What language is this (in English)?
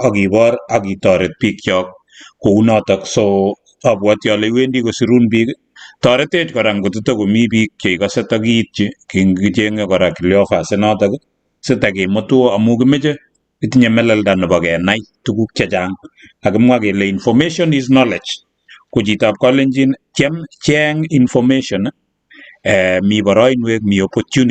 Kalenjin